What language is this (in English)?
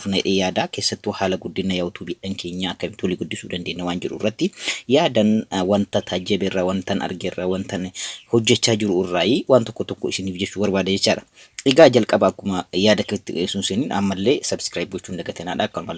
Oromo